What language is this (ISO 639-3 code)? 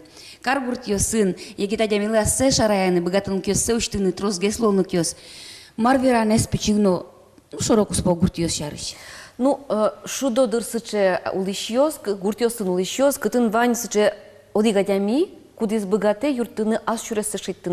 udm